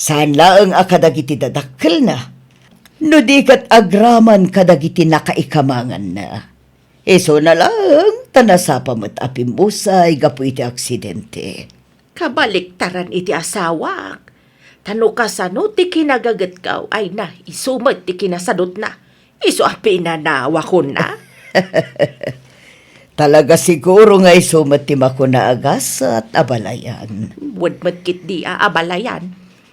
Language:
Iloko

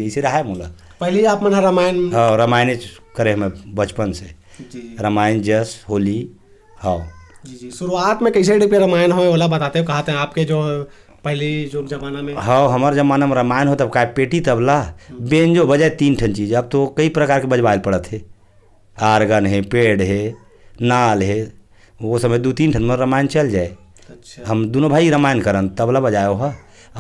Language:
Chhattisgarhi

